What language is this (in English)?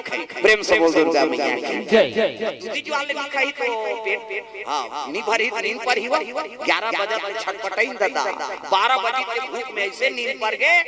Chhattisgarhi